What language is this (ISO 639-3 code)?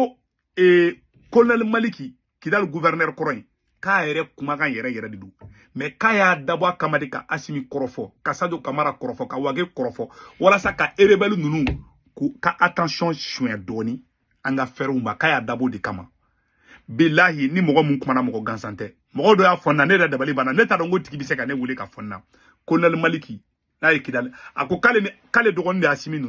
bam